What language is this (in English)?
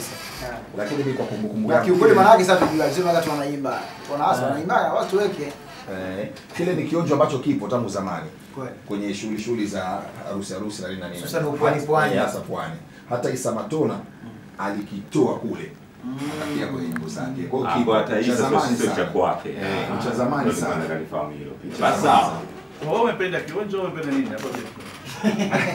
Swahili